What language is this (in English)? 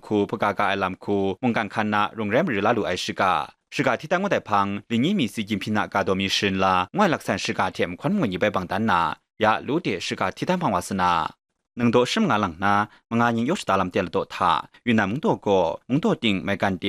Kachin